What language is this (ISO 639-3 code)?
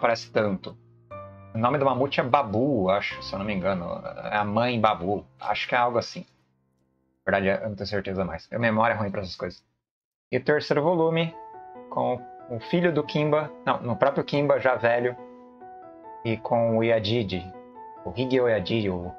por